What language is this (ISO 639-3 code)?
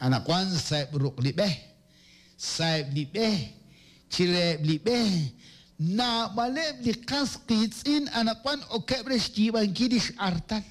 kek